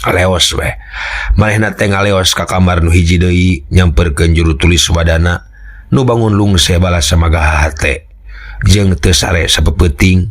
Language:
Sundanese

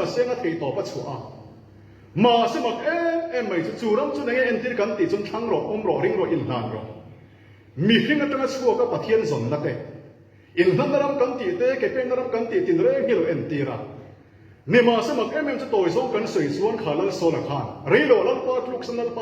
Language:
Mizo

